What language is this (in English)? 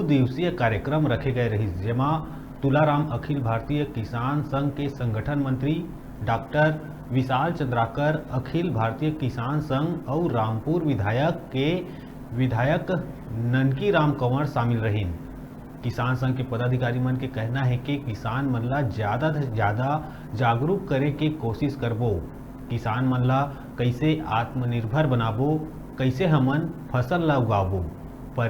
Chhattisgarhi